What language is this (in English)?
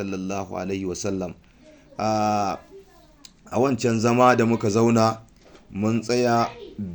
Hausa